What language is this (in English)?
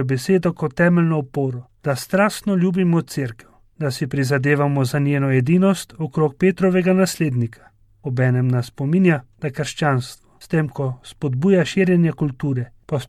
Slovenian